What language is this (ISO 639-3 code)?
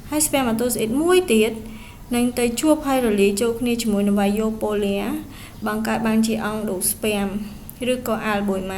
khm